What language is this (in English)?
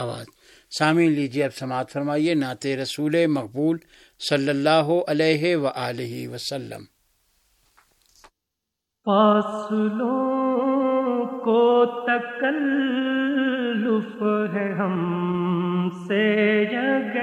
Urdu